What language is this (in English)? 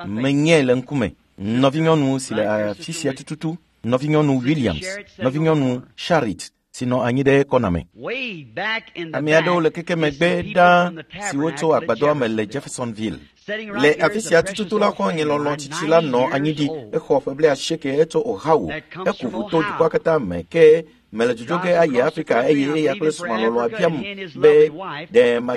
Ewe